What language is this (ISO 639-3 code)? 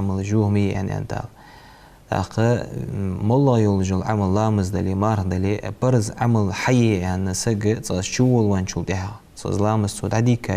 inh